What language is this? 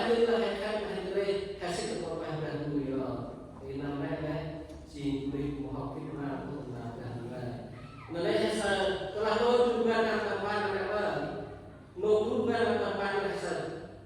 Central Mnong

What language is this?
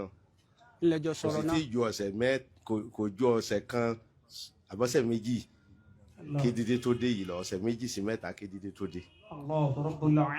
Yoruba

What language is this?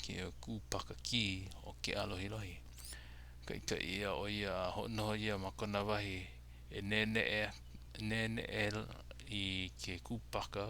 Hawaiian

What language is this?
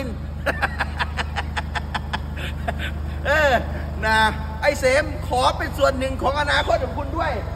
Thai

